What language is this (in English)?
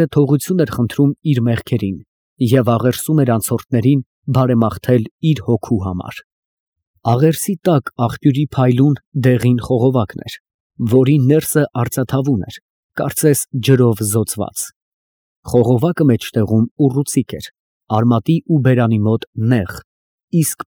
Armenian